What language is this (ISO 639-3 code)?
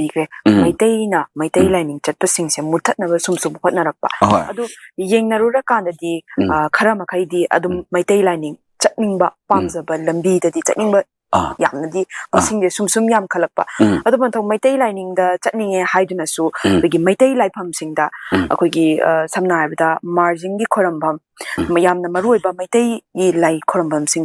mni